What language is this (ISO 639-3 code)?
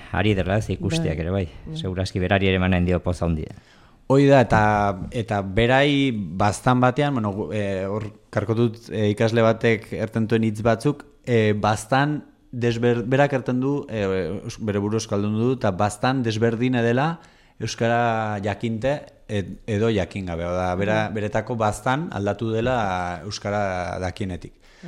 eus